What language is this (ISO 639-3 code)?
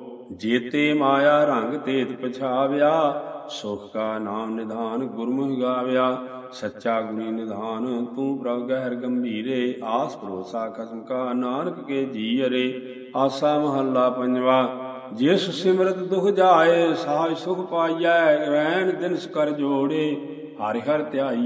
pan